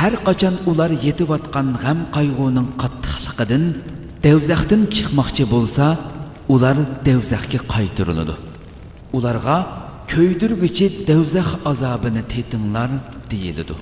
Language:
Uyghur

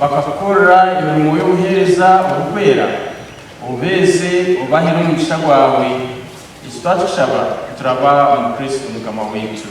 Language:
Nyankole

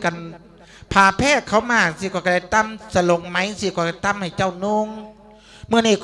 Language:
Lao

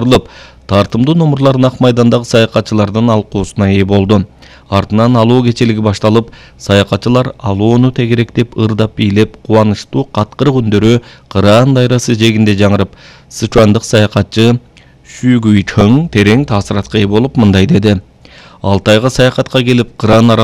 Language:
Kyrgyz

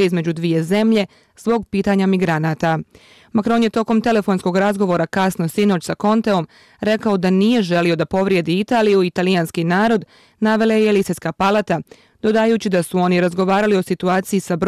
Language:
Bosnian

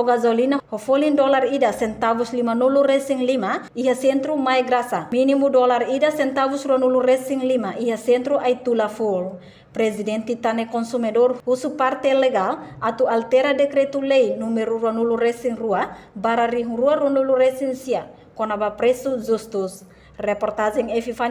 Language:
Tetum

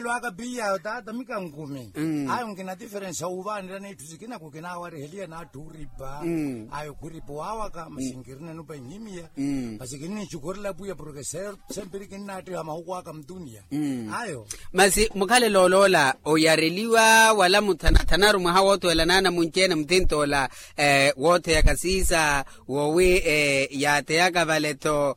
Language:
Makhuwa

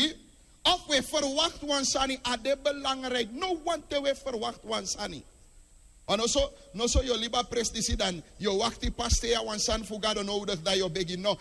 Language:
Sranan Tongo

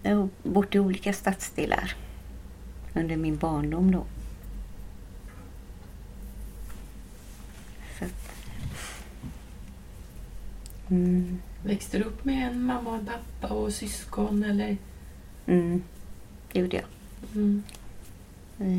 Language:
Swedish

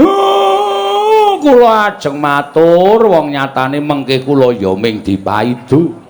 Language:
Javanese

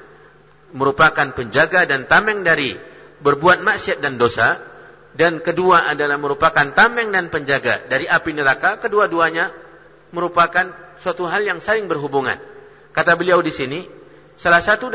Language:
Indonesian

